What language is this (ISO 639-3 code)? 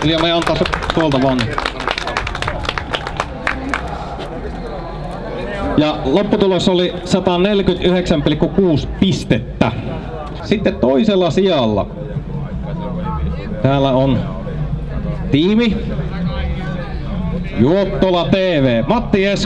fin